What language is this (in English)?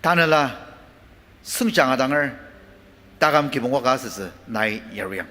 Ao Naga